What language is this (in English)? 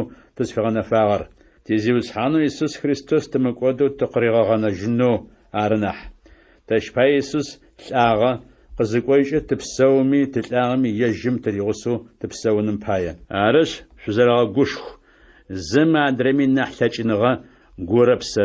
Adyghe